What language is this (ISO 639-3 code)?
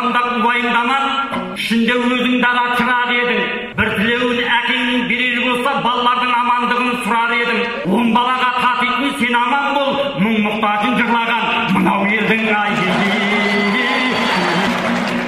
kaz